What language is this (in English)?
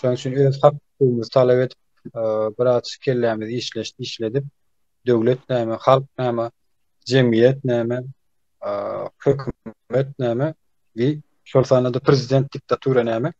Turkmen